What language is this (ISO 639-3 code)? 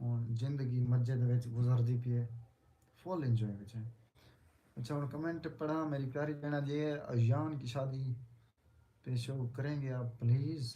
skr